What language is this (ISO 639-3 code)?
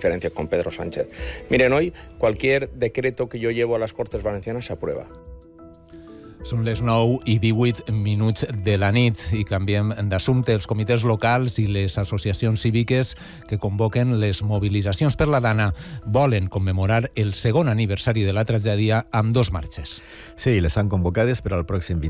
cat